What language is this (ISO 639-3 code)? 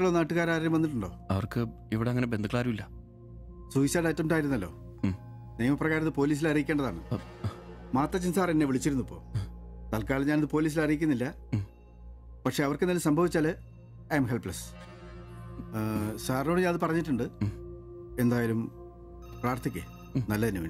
mal